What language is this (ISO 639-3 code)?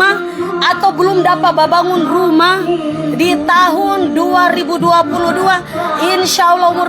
xmm